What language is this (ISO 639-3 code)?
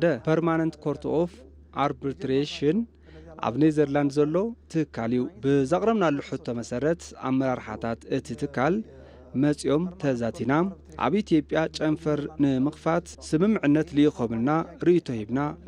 tir